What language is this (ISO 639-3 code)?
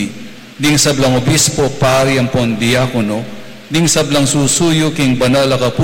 pam